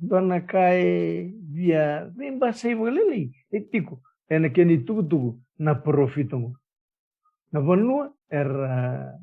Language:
Fijian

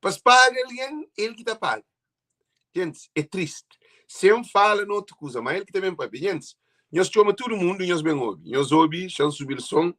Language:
Kabuverdianu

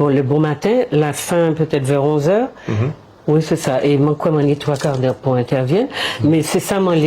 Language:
Guadeloupean Creole French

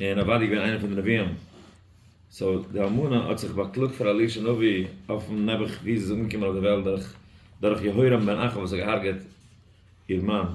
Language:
Yiddish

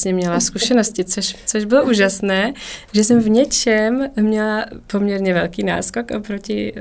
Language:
Czech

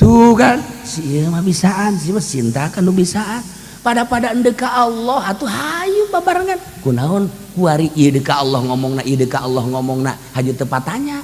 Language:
Sundanese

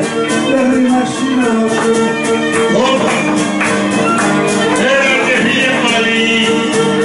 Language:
Greek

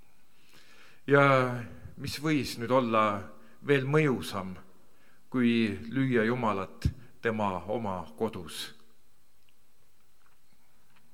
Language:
Estonian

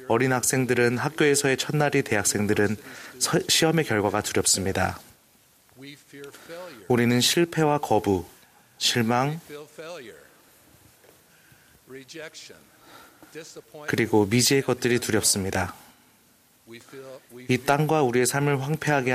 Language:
Korean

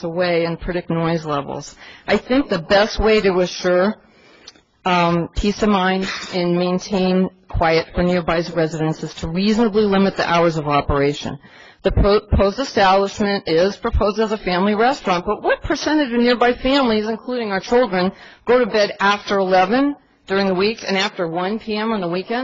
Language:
English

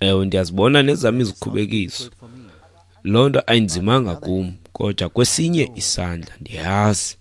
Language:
Xhosa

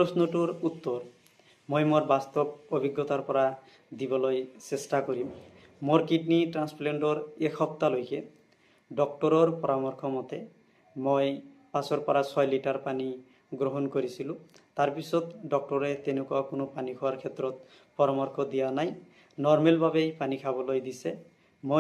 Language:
Assamese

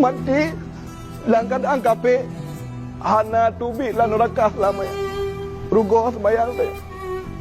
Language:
Achinese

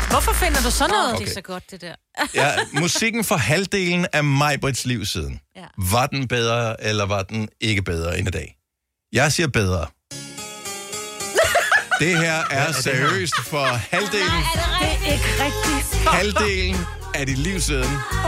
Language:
Danish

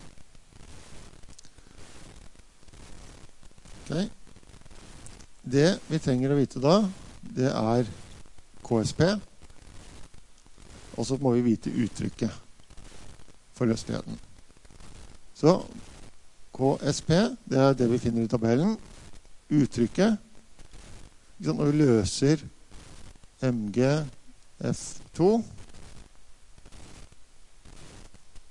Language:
Norwegian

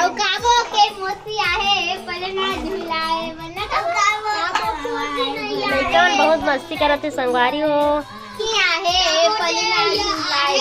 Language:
Chhattisgarhi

